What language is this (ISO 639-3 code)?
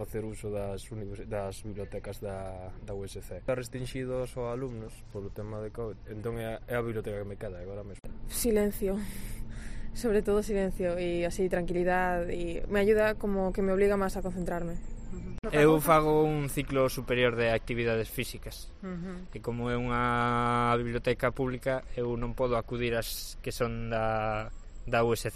glg